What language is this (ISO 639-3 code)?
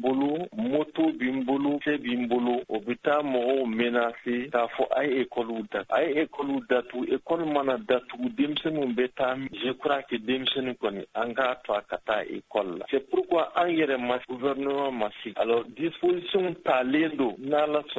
bam